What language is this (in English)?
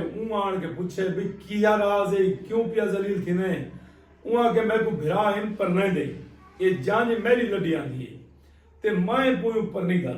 Saraiki